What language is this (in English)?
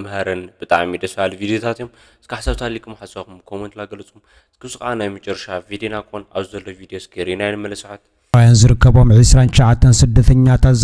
Tigrinya